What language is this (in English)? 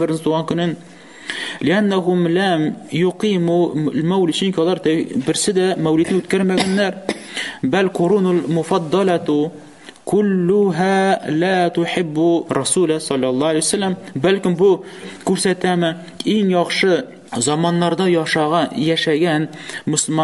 Tatar